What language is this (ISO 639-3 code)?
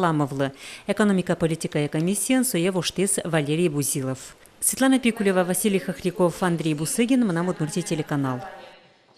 udm